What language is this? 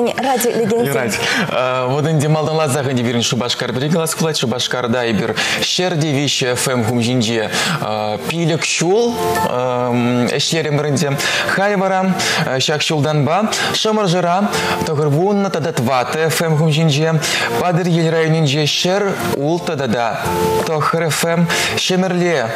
Chuvash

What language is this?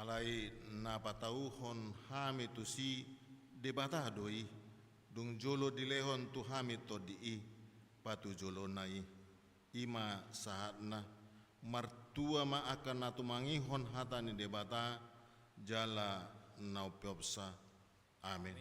Batak Toba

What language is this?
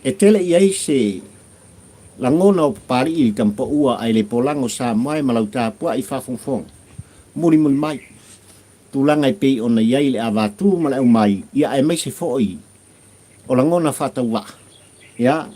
Samoan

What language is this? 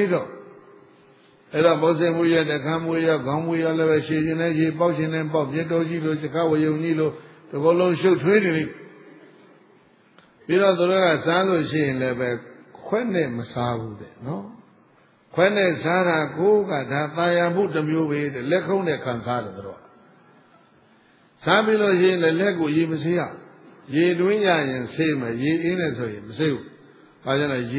Burmese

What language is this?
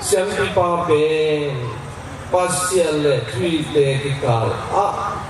Tedim Chin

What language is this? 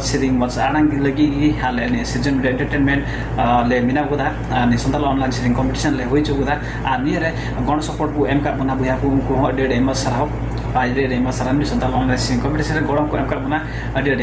Santali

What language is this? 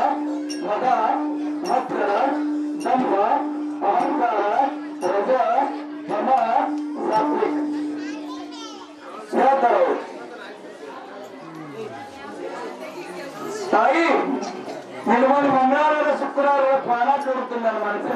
Kannada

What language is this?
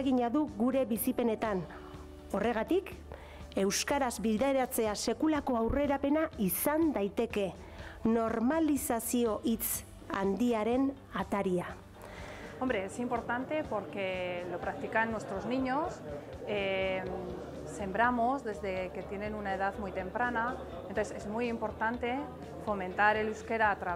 Basque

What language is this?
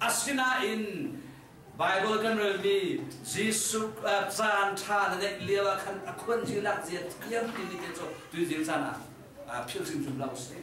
Hakha Chin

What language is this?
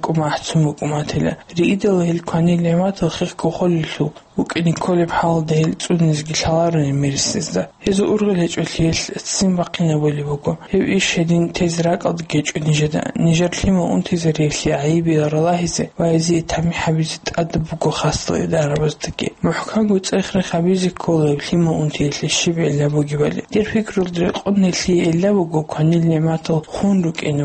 Avaric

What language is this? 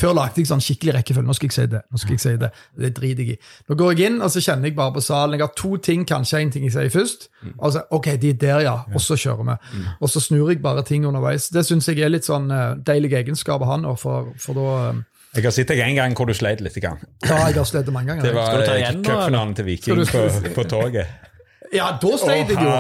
Norwegian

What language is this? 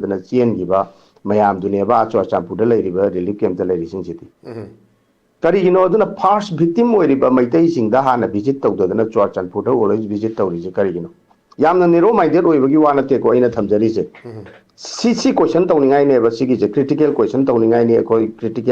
Manipuri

